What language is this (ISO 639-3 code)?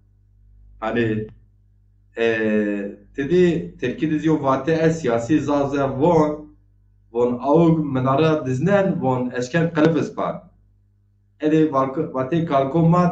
zza